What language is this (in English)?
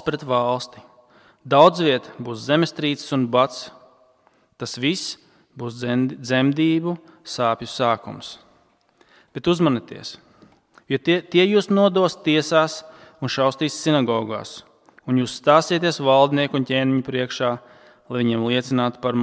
Latvian